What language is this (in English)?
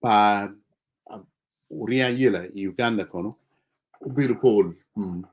Acoli